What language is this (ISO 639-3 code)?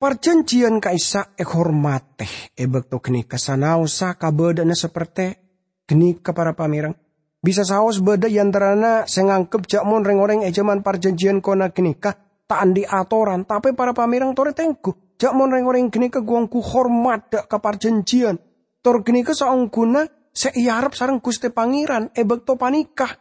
mad